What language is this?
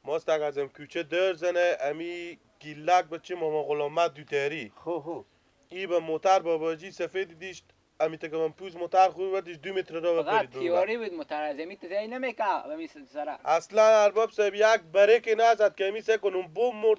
Persian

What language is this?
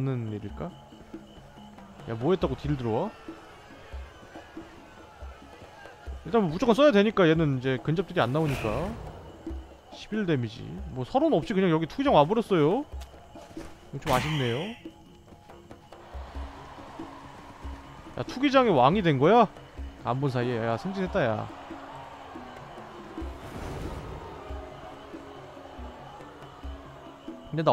Korean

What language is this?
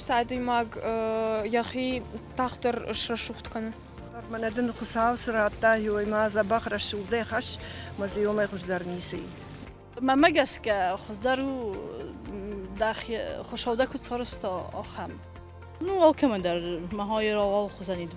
Ossetic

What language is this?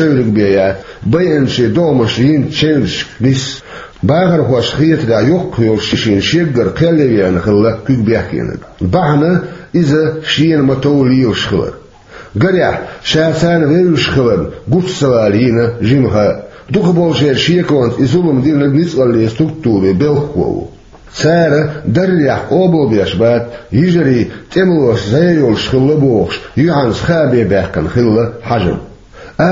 Chechen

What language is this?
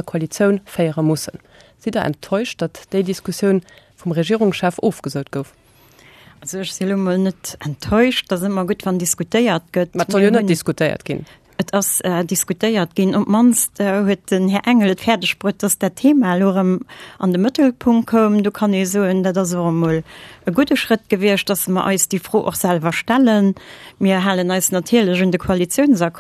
Luxembourgish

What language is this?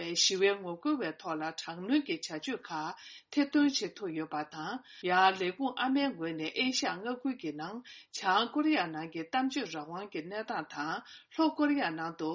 Tibetan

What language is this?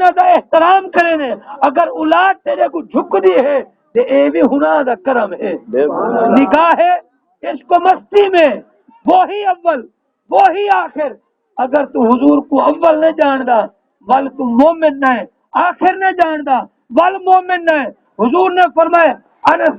Saraiki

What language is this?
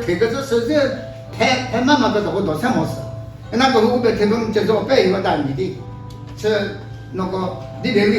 Chokri Naga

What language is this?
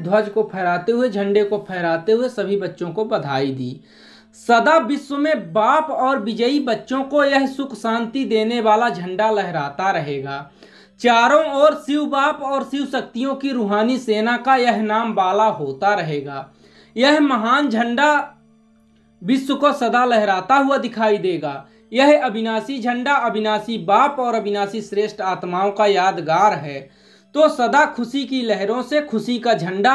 Hindi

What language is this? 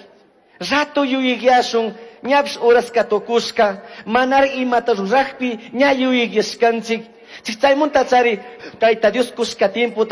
Chimborazo Highland Quichua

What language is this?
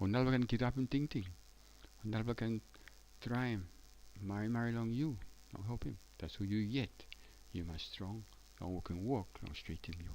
Tok Pisin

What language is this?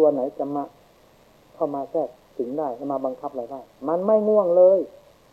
Thai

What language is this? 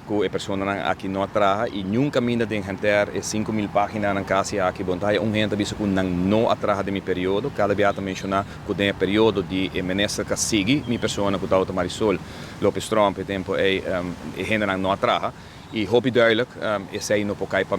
Papiamento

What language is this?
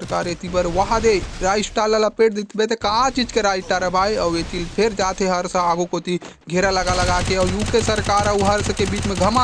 Chhattisgarhi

